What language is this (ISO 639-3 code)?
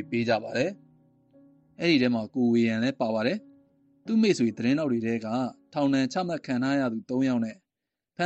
mya